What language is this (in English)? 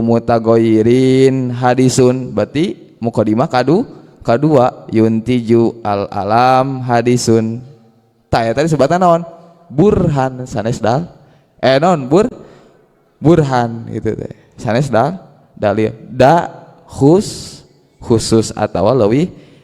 Sundanese